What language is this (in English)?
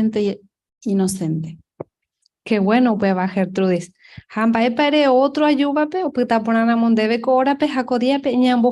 Guarani